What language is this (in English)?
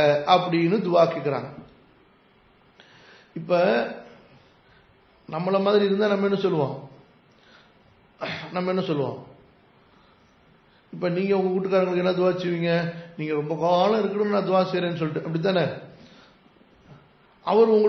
Tamil